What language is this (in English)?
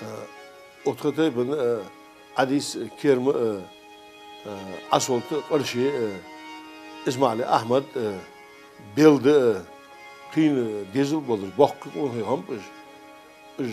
Ingush